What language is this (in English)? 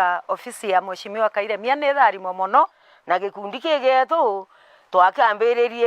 Meru